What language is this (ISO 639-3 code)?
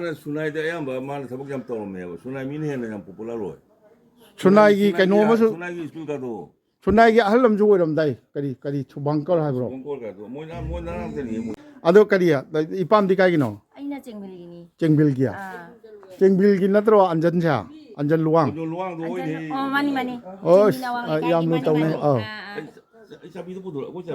mni